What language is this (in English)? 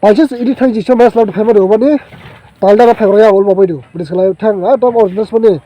Dimasa